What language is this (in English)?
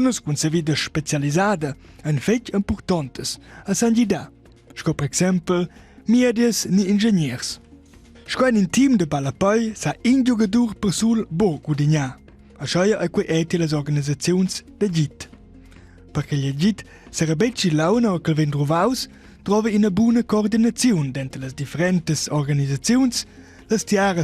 Romansh